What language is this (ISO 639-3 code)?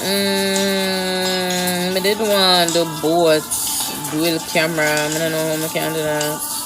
jam